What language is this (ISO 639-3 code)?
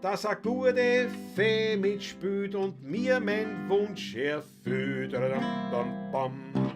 bar